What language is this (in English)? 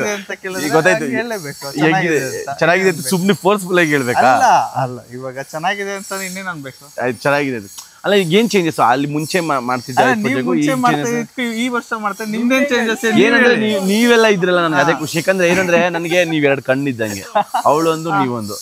Kannada